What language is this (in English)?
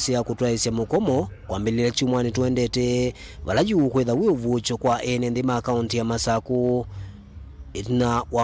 Kamba